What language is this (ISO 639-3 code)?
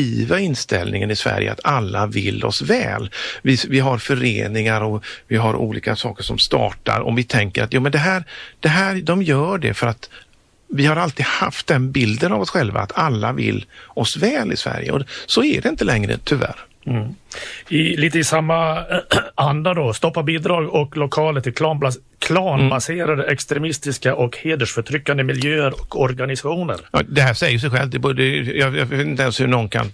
swe